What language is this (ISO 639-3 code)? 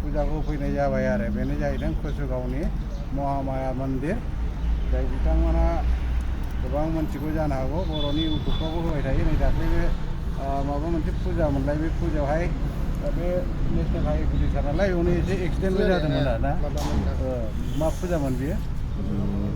brx